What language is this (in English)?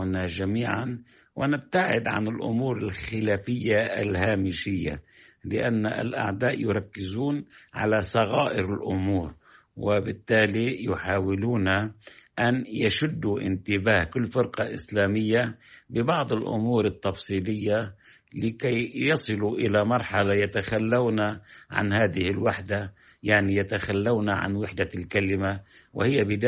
Arabic